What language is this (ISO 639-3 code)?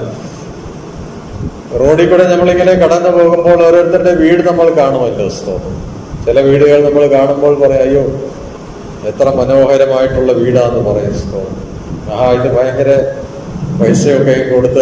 mal